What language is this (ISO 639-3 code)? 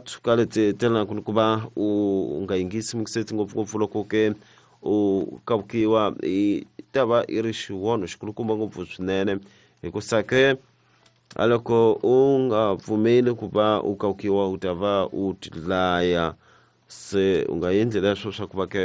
tso